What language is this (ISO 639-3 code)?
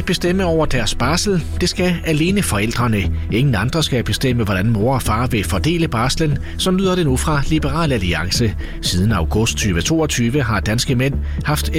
dan